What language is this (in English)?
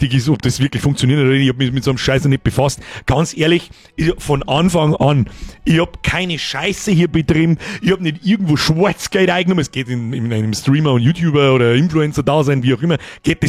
Bavarian